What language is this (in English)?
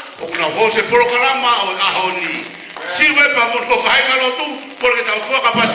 Tongan